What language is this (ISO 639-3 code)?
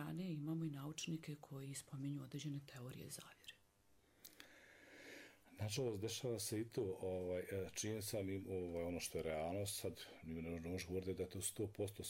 bos